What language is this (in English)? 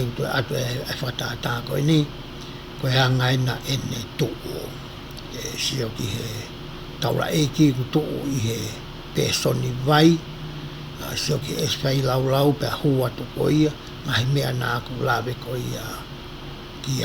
Tongan